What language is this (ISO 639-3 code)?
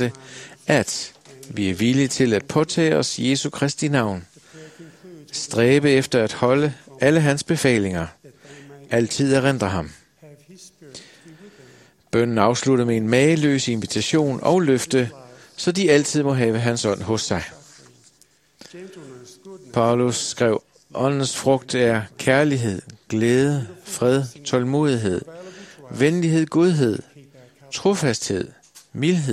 dan